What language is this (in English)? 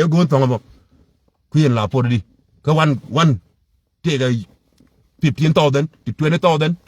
Nuer